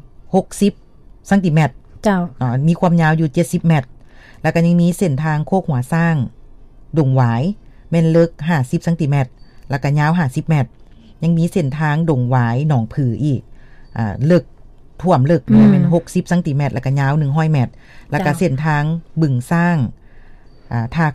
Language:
Lao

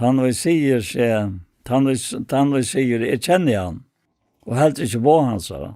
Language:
Faroese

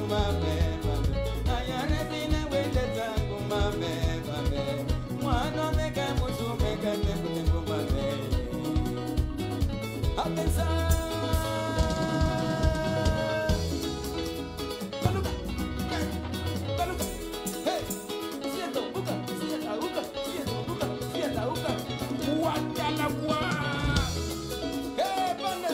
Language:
Swahili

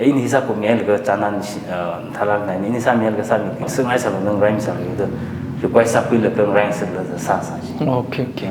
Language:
Tangkhul Naga (India)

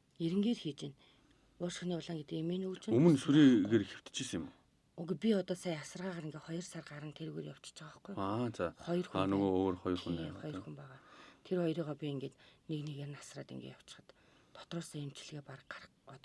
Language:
Mongolian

